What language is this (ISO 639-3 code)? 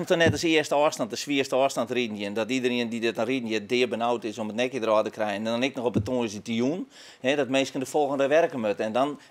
fry